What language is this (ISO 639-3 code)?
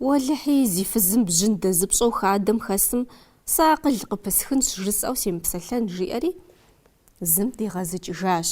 kbd